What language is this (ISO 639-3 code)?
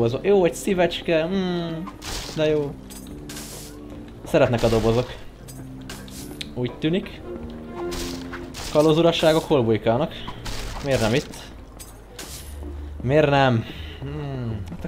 hun